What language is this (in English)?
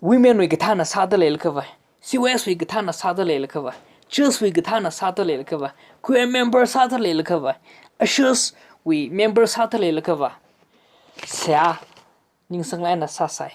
Tangkhul Naga (India)